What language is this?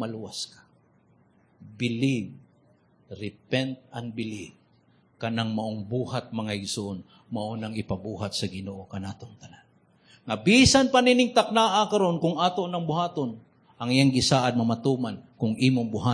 Cebuano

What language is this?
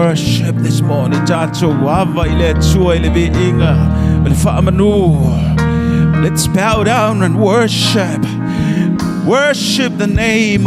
Samoan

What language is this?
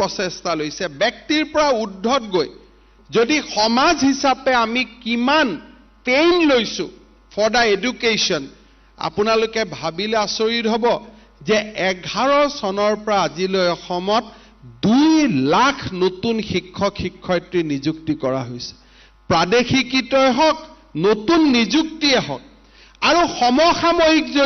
Assamese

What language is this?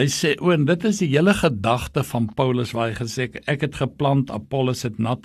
Afrikaans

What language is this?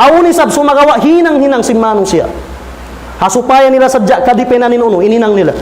Tausug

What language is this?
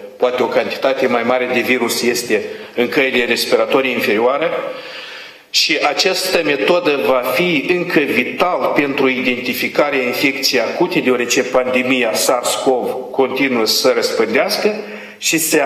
Romanian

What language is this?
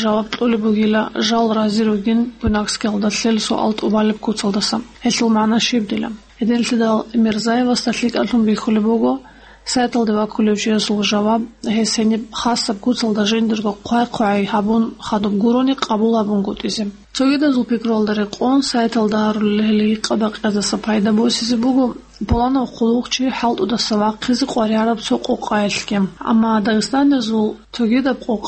Avaric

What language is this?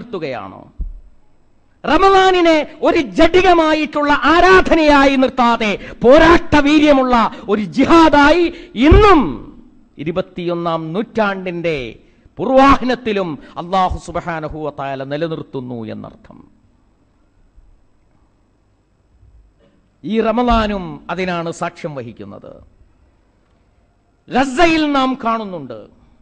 Malayalam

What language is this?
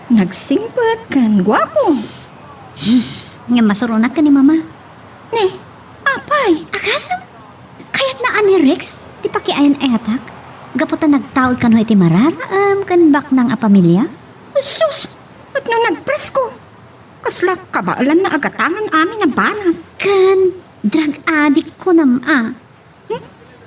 Iloko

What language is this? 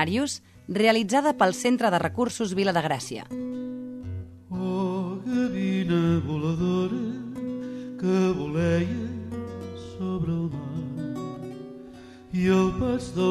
Catalan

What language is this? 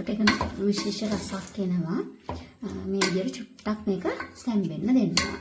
Sinhala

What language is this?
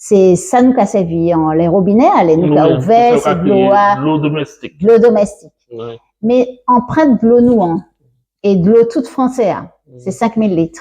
Guadeloupean Creole French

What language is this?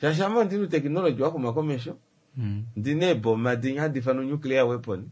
Kuanyama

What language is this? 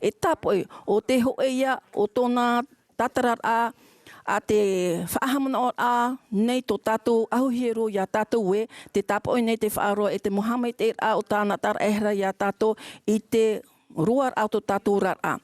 Tahitian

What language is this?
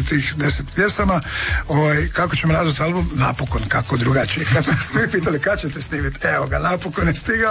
Croatian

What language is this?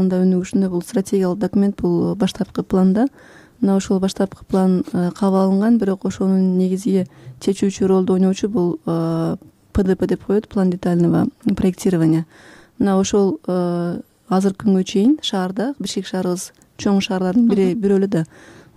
Kyrgyz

